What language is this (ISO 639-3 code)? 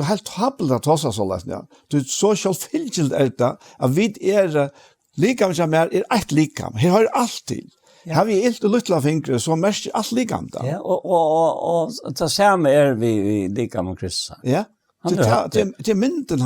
fao